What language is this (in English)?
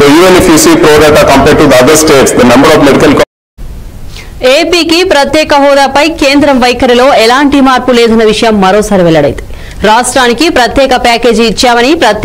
Telugu